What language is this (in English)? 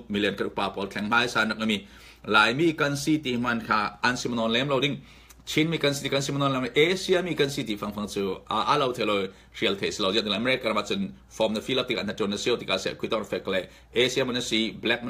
Falam Chin